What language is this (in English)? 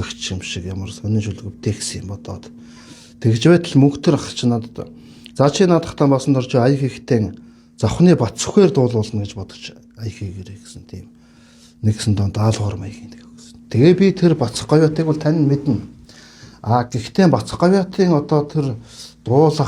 Mongolian